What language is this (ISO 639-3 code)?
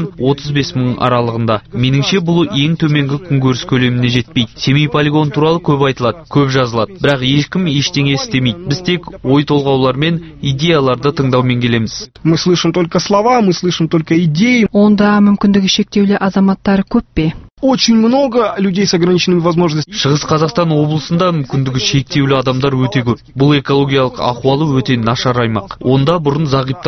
kaz